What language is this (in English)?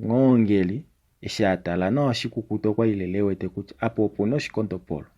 Kuanyama